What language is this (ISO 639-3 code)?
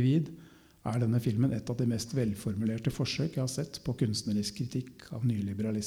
nor